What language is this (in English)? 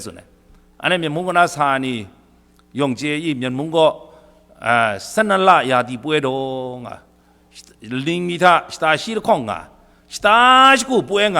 Kachin